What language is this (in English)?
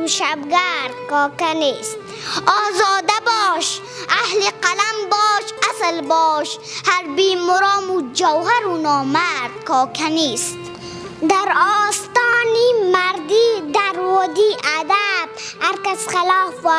Persian